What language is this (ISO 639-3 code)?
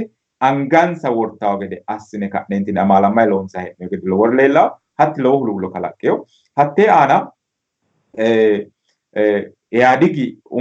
sid